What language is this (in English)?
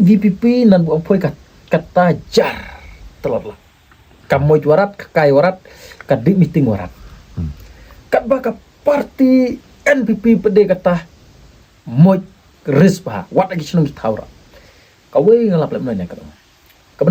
Khasi